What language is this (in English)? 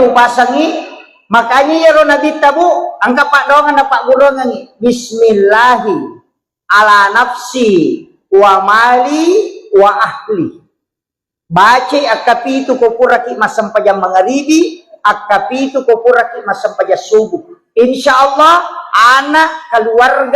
Buginese